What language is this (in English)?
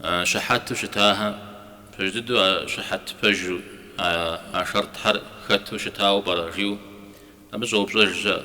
Kabardian